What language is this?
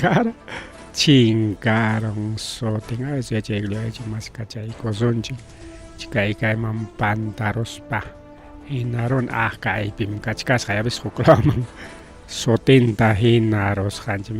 Ayacucho Quechua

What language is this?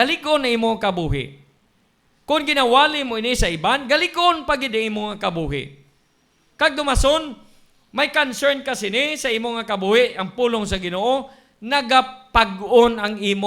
Hiligaynon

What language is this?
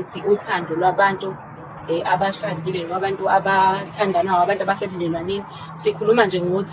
Zulu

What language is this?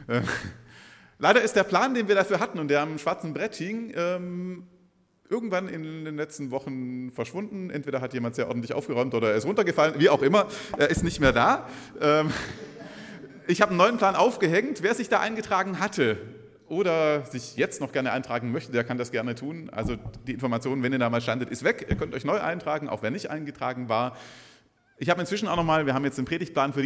German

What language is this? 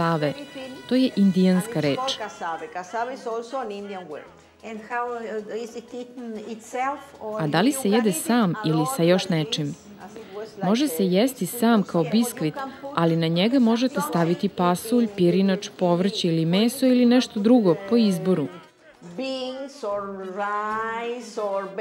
Serbian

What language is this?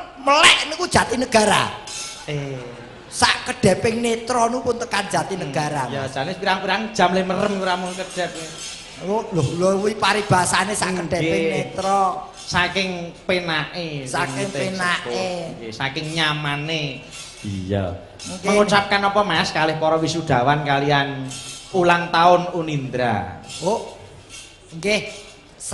Javanese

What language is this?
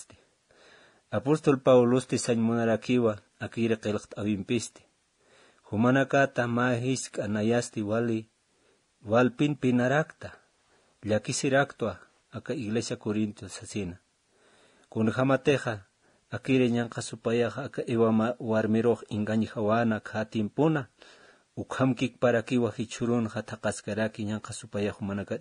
Aymara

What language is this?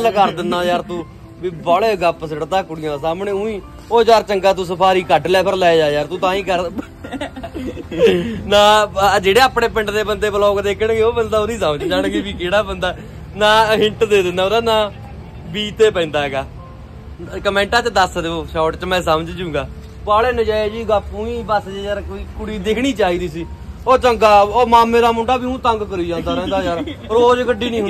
Punjabi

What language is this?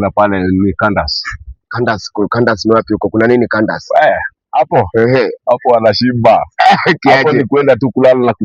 Swahili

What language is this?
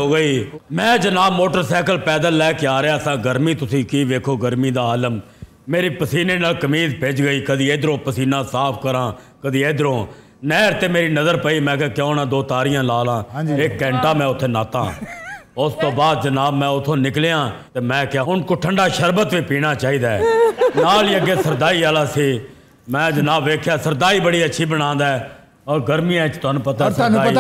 Punjabi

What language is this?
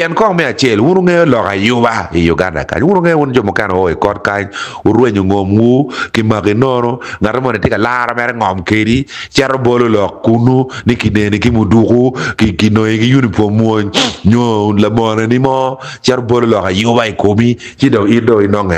Acoli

